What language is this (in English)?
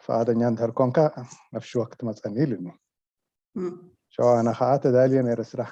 Tigrinya